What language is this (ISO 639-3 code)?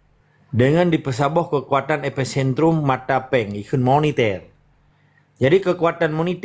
ace